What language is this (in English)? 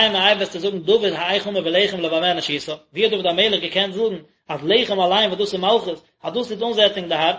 Yiddish